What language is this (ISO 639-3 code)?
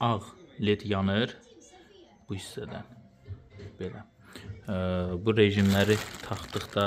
aze